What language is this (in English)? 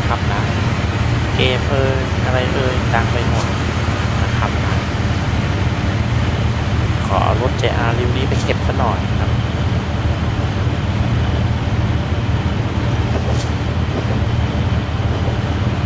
Thai